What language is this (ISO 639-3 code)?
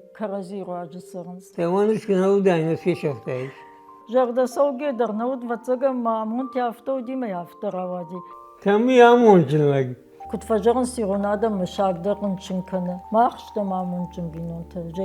oss